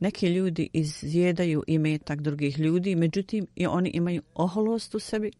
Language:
Bosnian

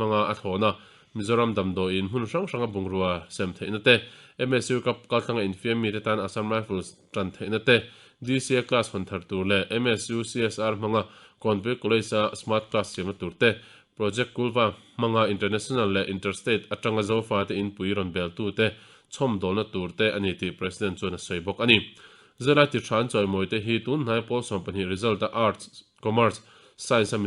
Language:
Mizo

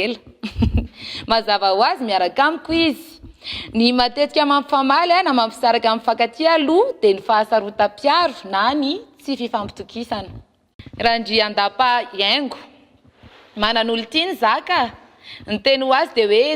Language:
Malagasy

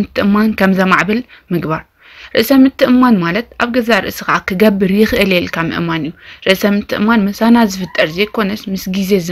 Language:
Tigrinya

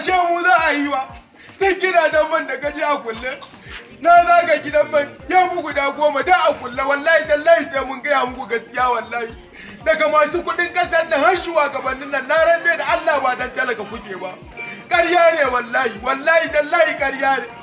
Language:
Hausa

